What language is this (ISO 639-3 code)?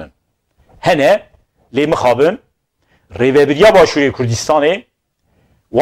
kur